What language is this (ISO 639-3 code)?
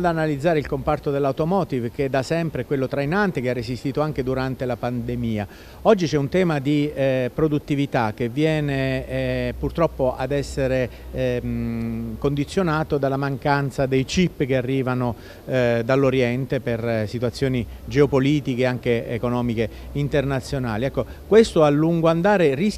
ita